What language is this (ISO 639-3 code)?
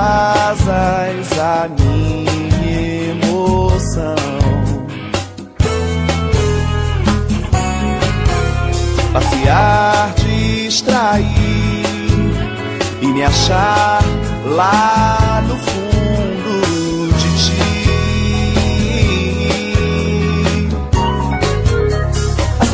por